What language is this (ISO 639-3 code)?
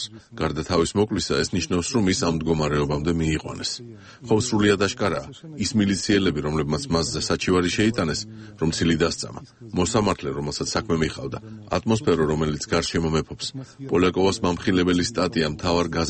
kat